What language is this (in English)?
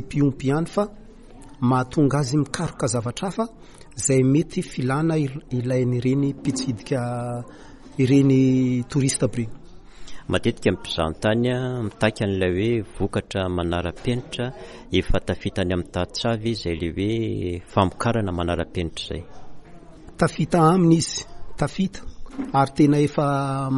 Malagasy